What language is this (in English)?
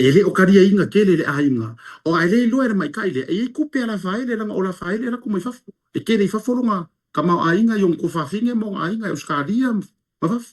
Samoan